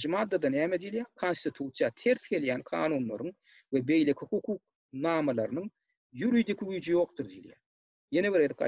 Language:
Turkmen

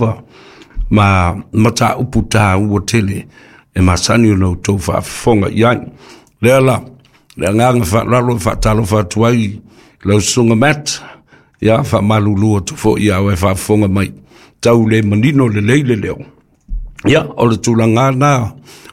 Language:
Samoan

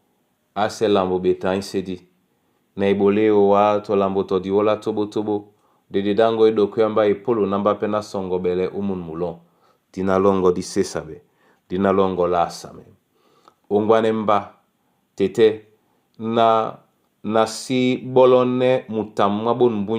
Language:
Duala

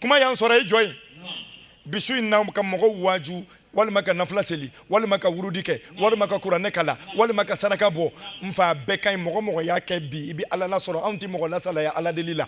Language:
Bambara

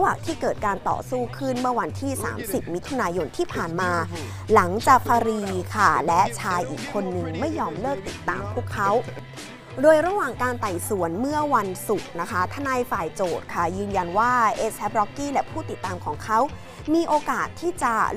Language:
Thai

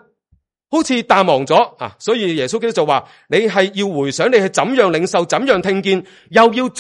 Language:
Cantonese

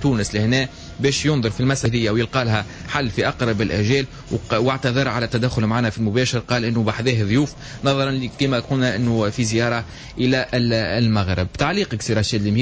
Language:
Tunisian Arabic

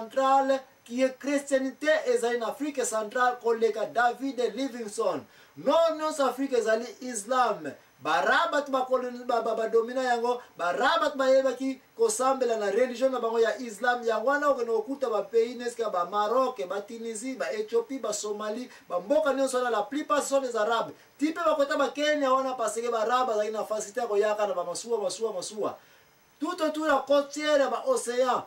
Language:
Lingala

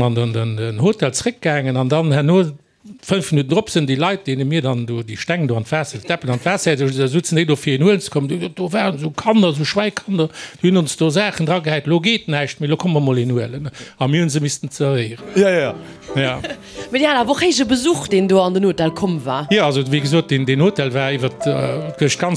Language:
Luxembourgish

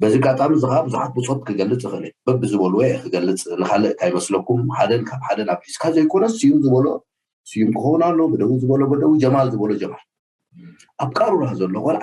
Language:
Tigrinya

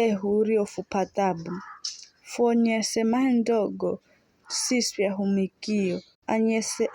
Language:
Giryama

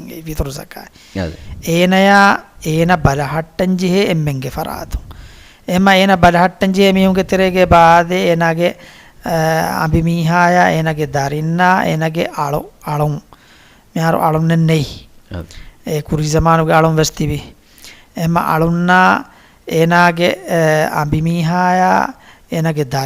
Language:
Divehi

